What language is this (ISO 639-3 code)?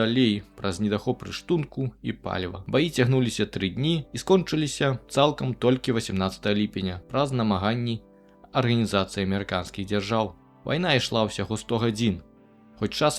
bel